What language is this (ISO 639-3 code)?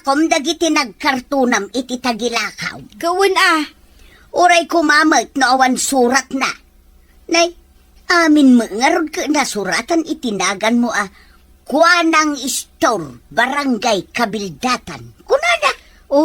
ilo